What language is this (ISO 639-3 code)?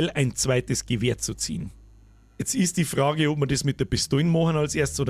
bar